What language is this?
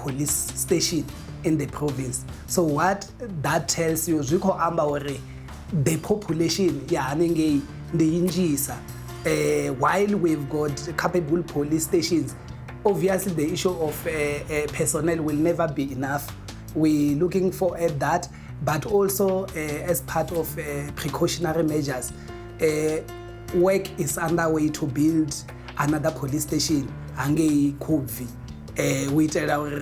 Venda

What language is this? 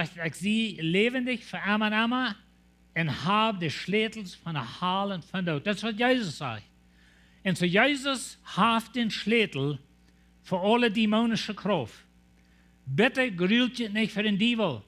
Plautdietsch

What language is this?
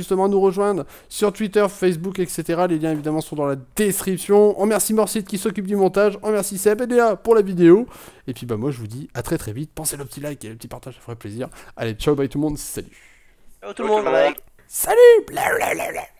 French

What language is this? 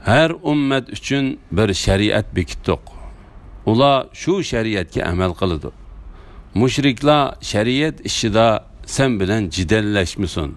Uyghur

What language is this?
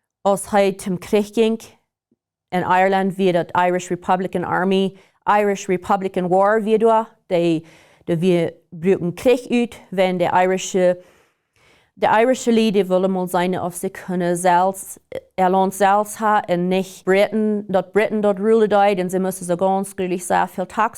Plautdietsch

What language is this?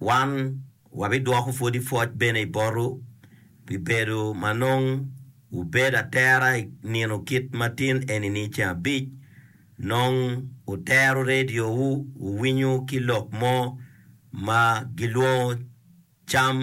Acoli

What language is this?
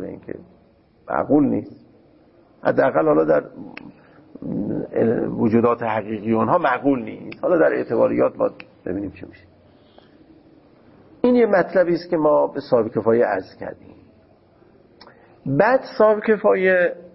Persian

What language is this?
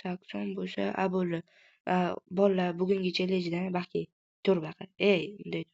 Uzbek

